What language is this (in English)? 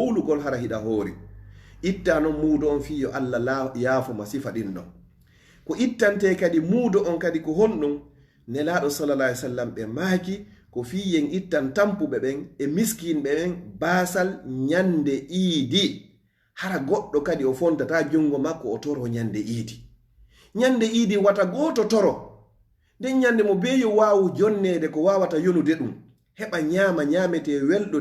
Fula